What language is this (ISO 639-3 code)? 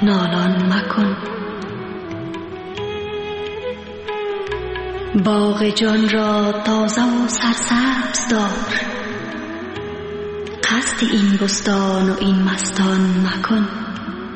fas